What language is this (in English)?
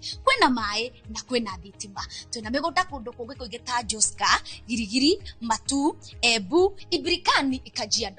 Kikuyu